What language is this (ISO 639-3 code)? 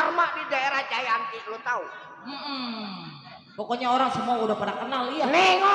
bew